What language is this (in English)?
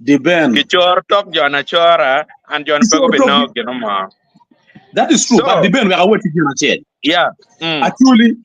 Acoli